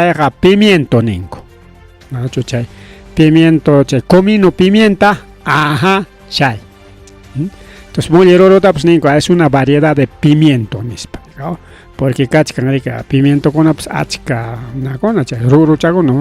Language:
Ayacucho Quechua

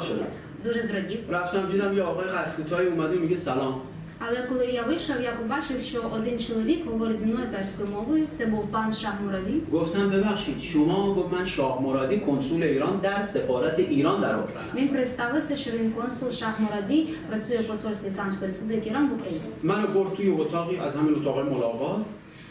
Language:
Ukrainian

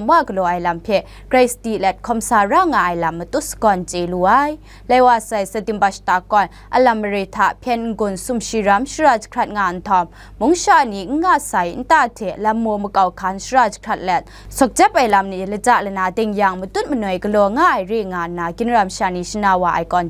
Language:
Kachin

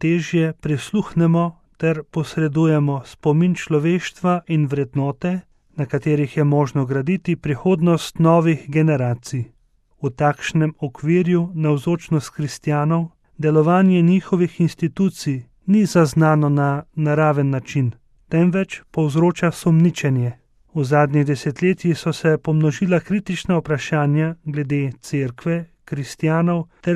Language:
Slovenian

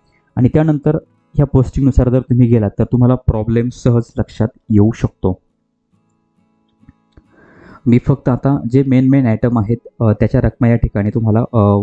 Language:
Marathi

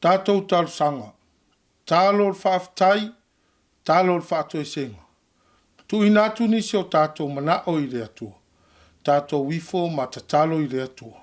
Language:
Samoan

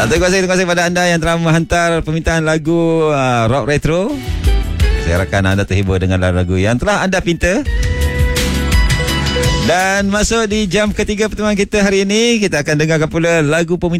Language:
Malay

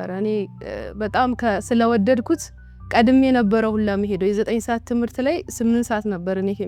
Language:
Amharic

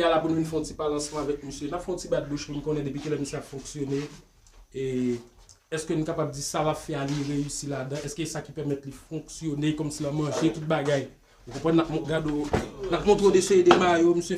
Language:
Haitian Creole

